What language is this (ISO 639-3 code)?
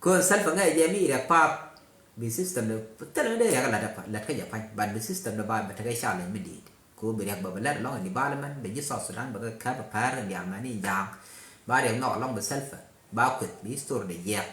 nus